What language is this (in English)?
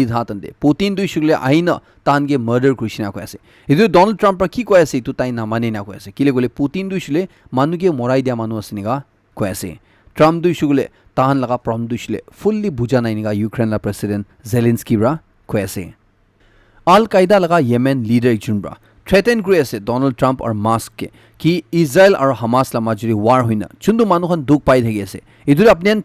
Naga Pidgin